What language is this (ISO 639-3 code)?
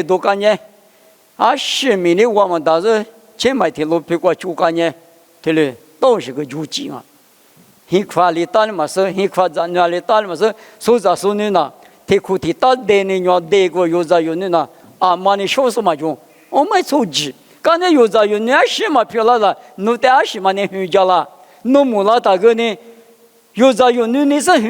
lis